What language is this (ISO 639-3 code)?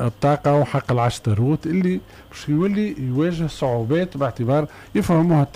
aeb